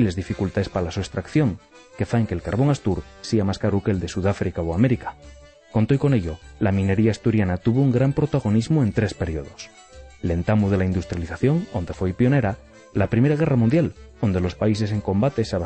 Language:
Asturian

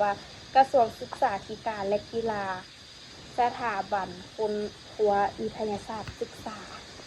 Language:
Lao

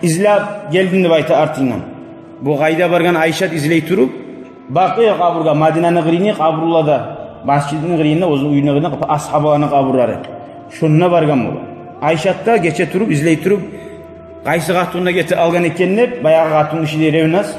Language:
Kumyk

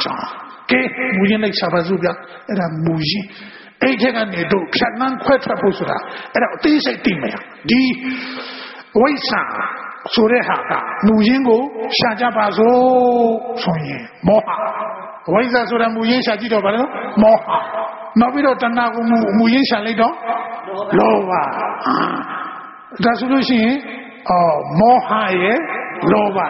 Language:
Burmese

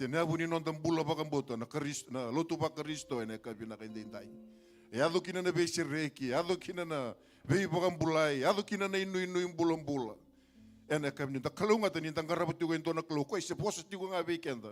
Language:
Fijian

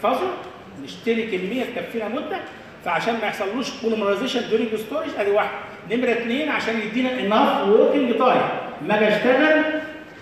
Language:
Egyptian Arabic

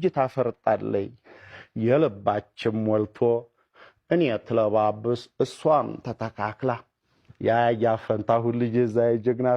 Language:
Amharic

